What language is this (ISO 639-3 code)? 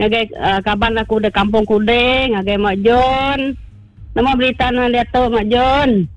iba